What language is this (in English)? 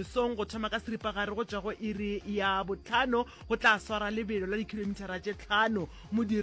Northern Sotho